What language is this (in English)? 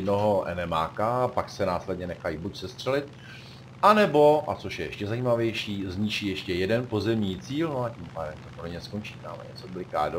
Czech